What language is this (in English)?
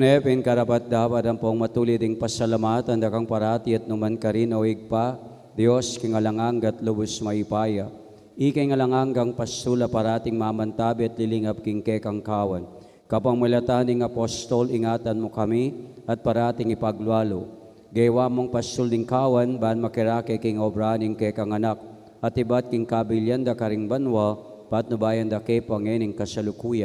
Pampanga